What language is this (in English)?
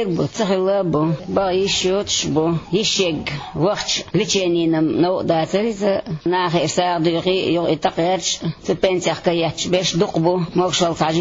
Chechen